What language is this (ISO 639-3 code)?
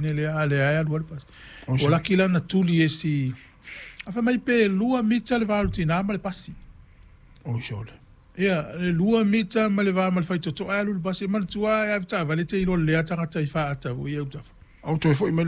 smo